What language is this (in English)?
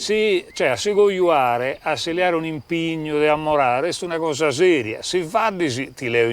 Sardinian